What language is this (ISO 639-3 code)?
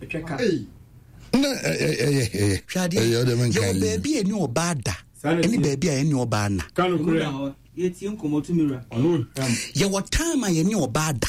aka